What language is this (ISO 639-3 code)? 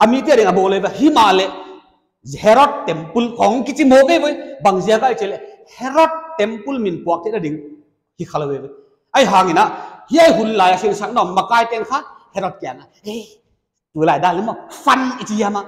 pck